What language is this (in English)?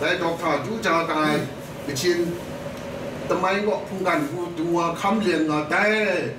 Kachin